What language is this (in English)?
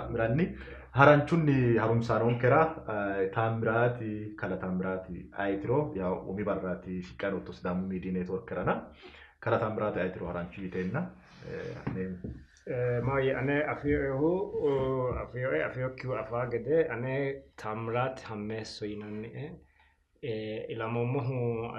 Sidamo